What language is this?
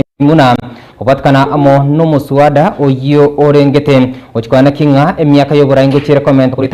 Gusii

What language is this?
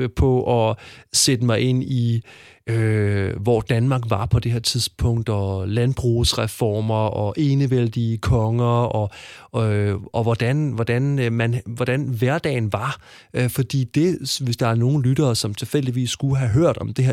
Danish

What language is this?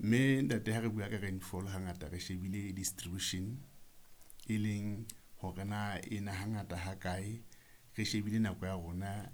Southern Sotho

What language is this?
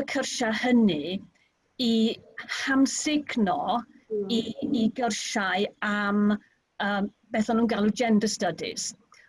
Welsh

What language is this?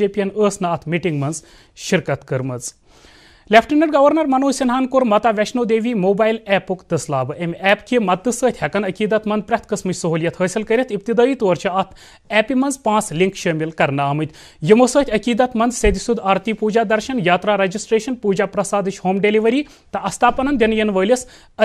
Kashmiri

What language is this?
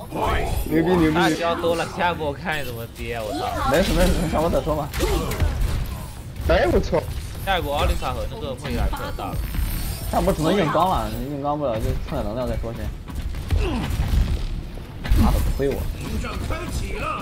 Chinese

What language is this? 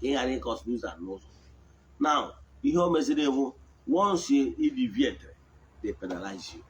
Igbo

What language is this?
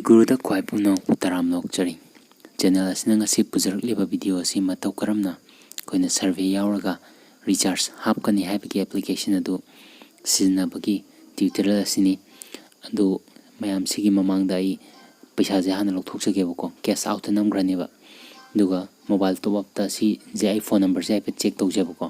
Manipuri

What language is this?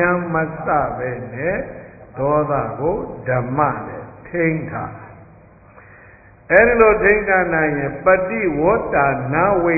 Burmese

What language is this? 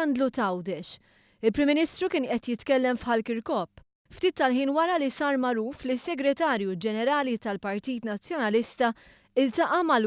Maltese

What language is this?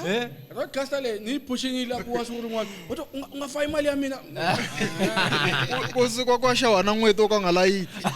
Tsonga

